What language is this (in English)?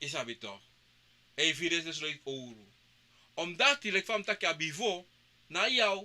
Sranan Tongo